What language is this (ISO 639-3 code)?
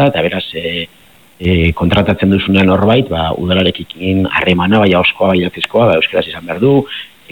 eus